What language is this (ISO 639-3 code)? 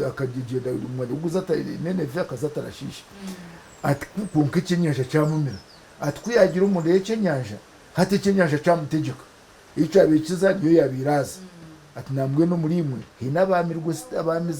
nyn